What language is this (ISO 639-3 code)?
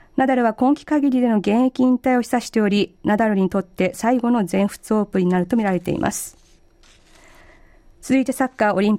jpn